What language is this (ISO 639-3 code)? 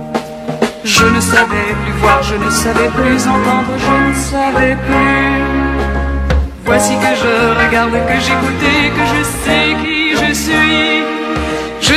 fra